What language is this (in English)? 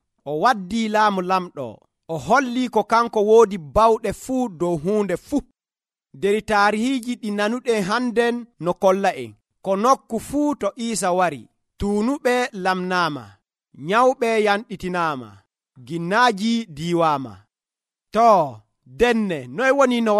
Nigerian Fulfulde